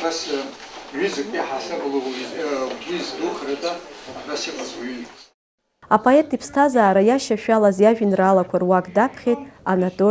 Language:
Abkhazian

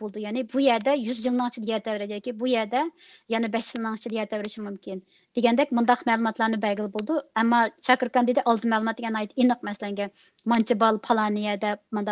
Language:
Uyghur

